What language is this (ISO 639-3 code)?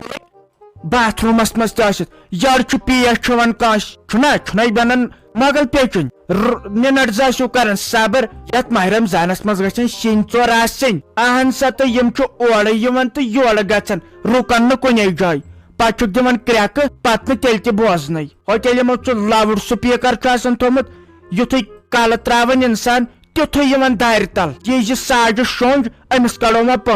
kas